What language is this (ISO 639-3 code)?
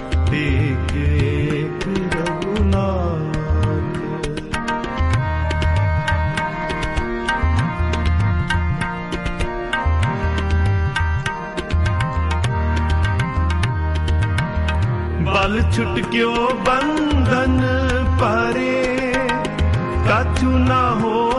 pan